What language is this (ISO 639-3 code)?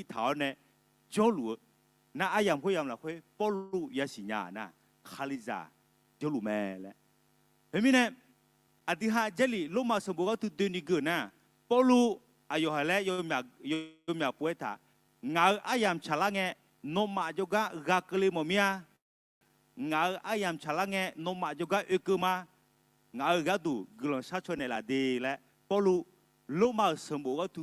ahk